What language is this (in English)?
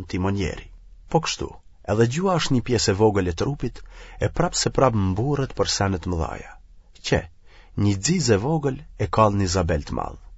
Albanian